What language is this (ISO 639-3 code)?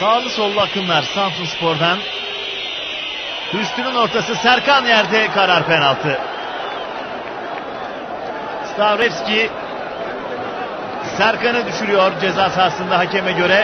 tur